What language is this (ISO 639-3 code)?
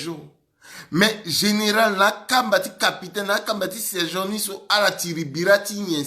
sag